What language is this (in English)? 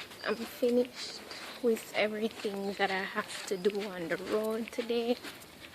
Jamaican Creole English